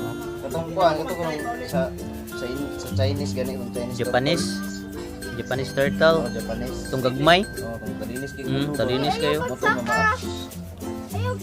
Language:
Cebuano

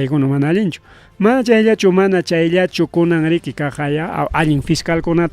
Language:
Ayacucho Quechua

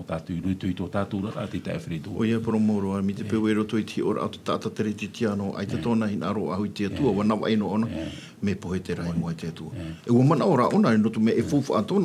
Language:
Tahitian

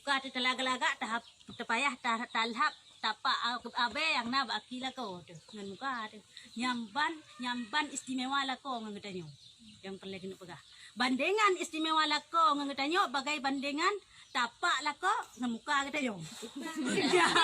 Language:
Achinese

